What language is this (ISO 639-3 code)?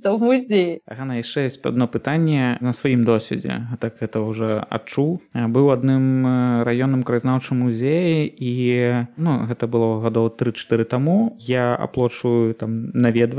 bel